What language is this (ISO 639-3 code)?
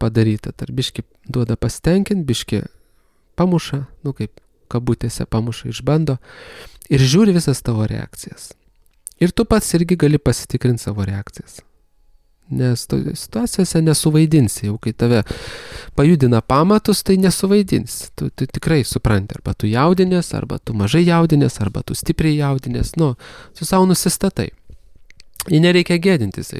lit